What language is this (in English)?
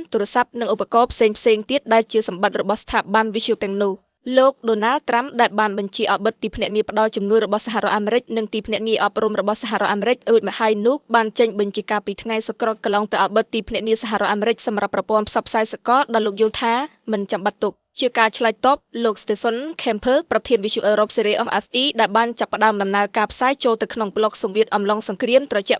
Khmer